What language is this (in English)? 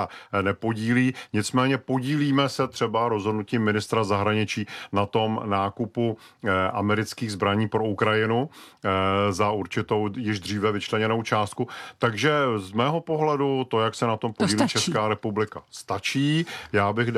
Czech